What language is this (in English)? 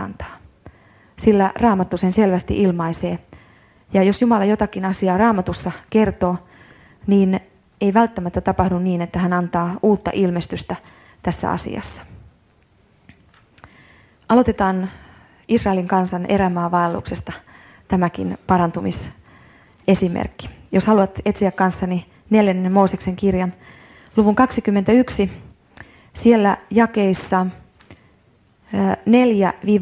Finnish